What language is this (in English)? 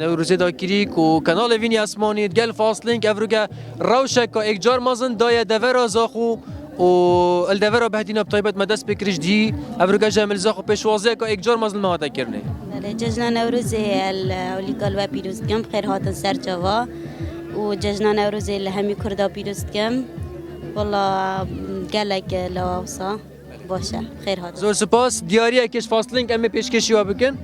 Kurdish